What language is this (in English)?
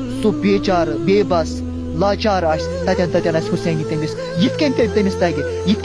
Kashmiri